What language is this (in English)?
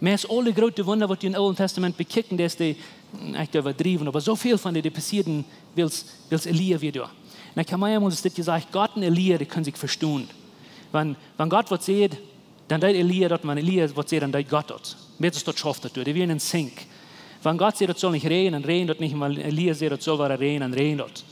Plautdietsch